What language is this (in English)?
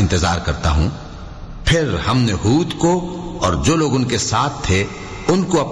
Urdu